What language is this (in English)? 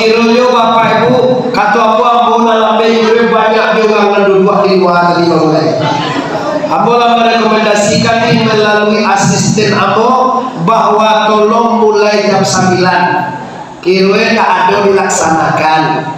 Minangkabau